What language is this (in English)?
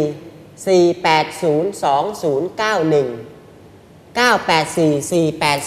Thai